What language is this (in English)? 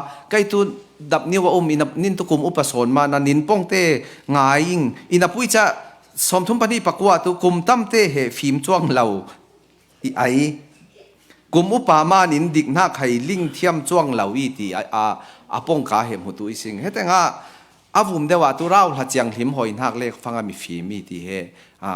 Falam Chin